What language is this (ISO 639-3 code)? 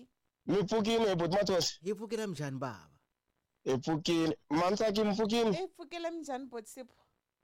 tso